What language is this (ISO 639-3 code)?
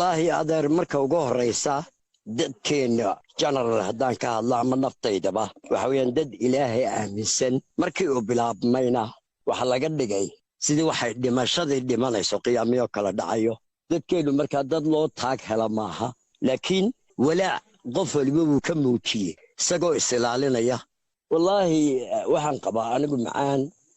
som